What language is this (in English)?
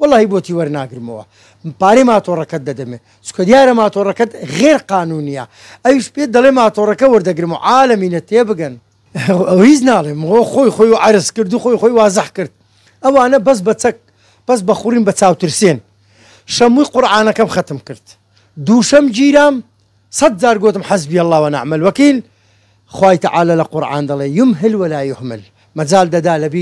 Central Kurdish